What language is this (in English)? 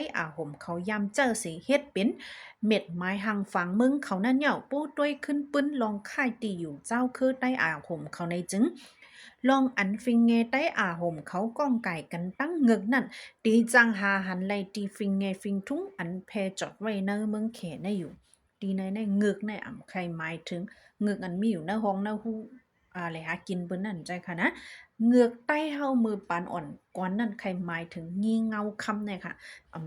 Shan